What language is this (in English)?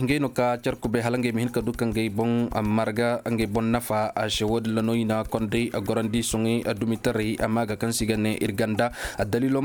Koyraboro Senni